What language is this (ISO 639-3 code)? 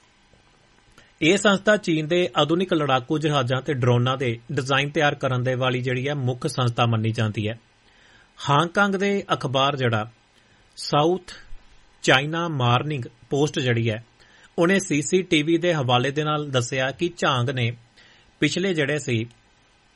pan